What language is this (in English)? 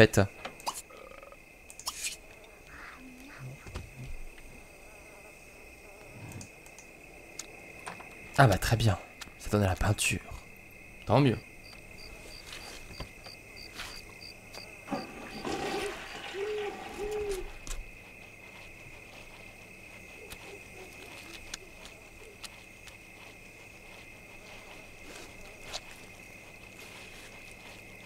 French